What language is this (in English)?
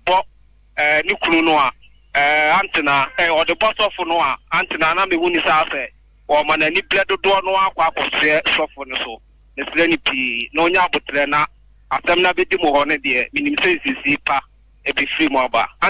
Akan